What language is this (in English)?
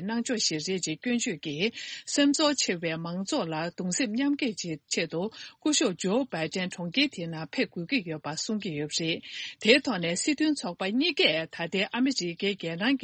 Tibetan